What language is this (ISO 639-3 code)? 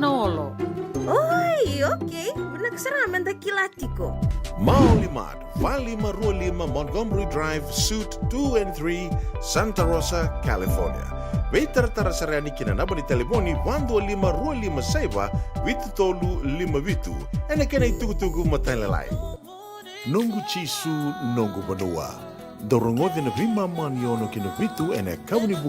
fij